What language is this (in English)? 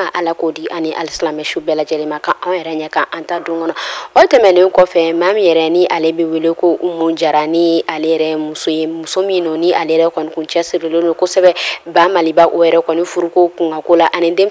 Bambara